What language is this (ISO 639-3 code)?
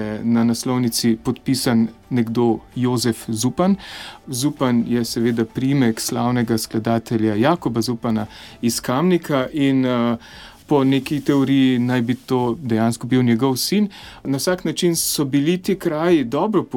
slv